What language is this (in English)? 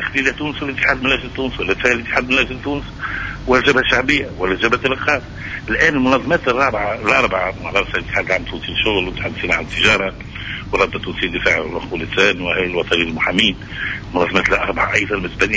Tunisian Arabic